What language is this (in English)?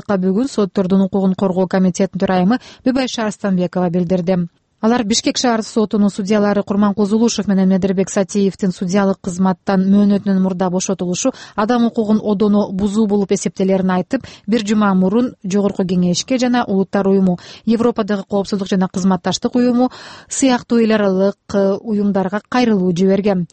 Kyrgyz